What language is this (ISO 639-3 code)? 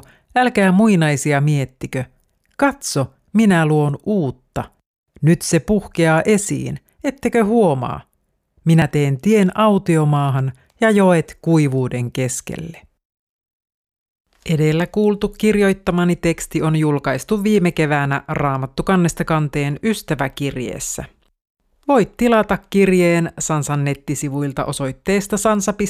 fin